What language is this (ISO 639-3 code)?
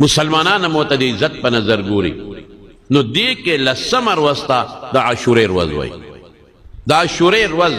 pus